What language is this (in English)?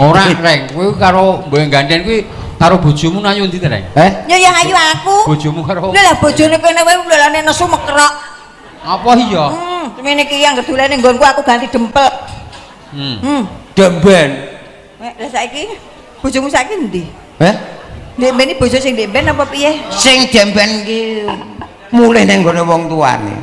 Javanese